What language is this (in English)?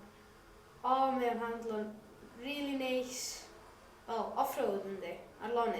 Welsh